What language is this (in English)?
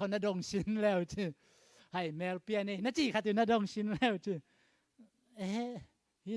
Tedim Chin